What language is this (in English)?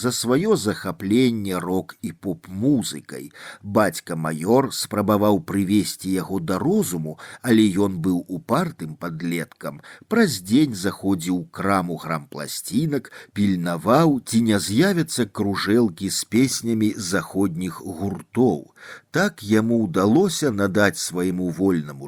Belarusian